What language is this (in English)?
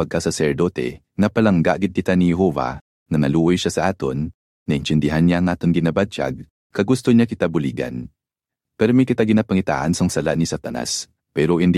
Hiligaynon